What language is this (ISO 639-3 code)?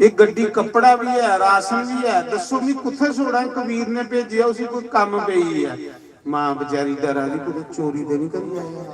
doi